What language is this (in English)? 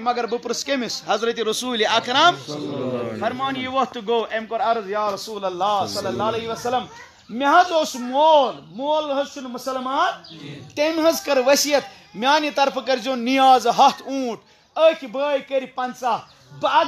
Kashmiri